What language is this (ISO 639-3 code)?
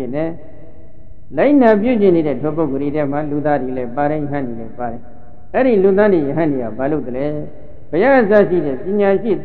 mya